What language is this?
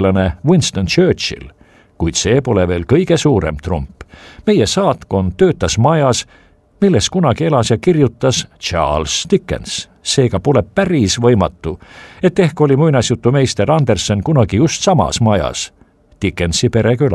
Estonian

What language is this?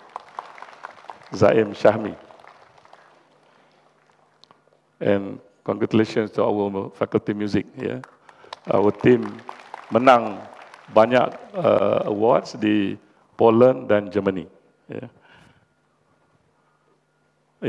Malay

